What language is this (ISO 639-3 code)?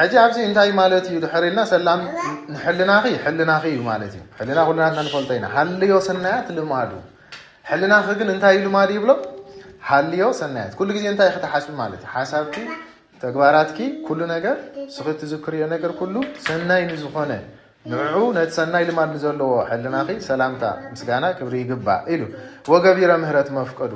tir